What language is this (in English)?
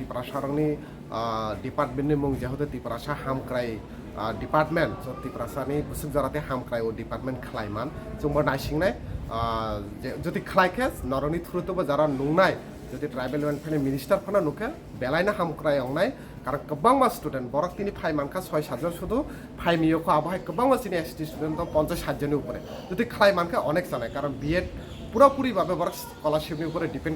Kok Borok